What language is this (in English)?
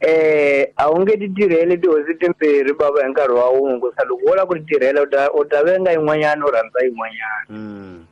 Tsonga